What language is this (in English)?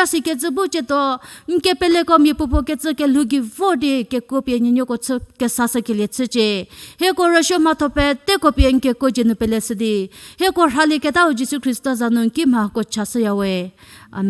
Angami Naga